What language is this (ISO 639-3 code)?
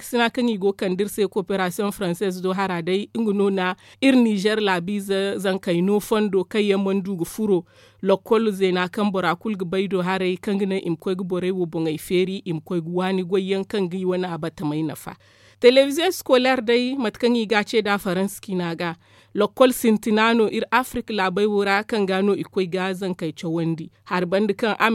dje